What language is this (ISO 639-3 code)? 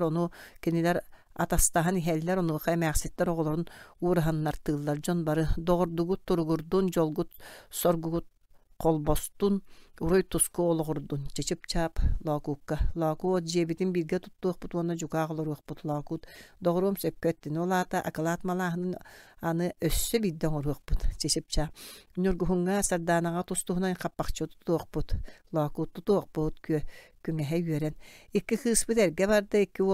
sah